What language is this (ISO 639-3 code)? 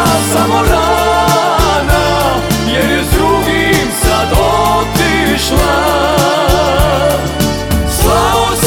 hrv